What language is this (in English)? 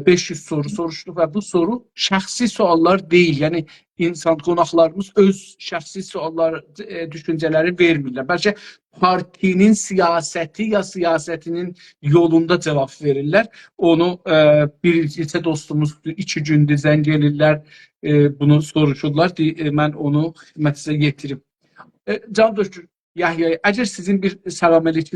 South Azerbaijani